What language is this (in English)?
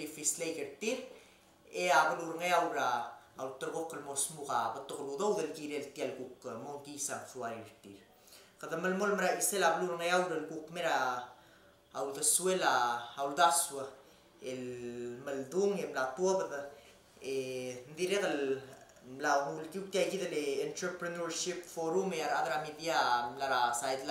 Palauan